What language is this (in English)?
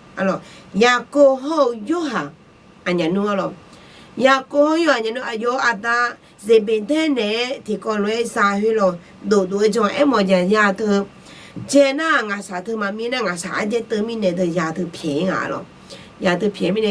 Akha